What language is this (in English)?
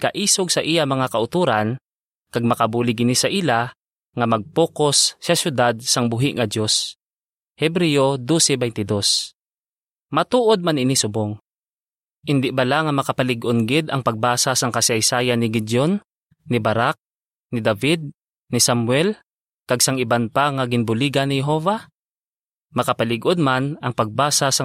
Hiligaynon